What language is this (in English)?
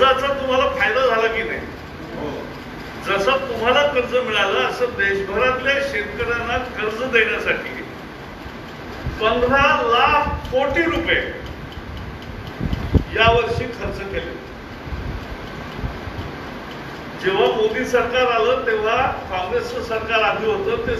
Marathi